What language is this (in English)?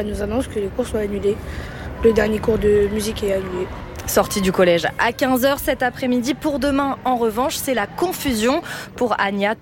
French